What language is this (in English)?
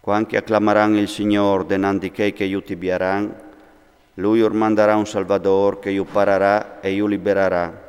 Friulian